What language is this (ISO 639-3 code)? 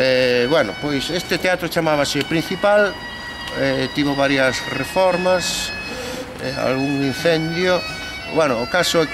glg